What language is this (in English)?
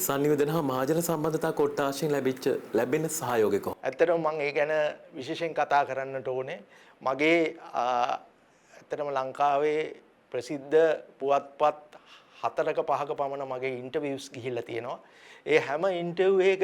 Sinhala